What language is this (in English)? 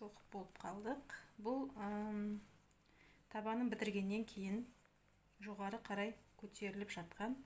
Kazakh